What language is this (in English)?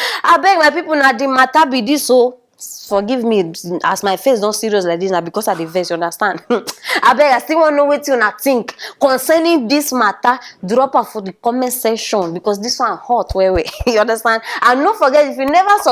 Nigerian Pidgin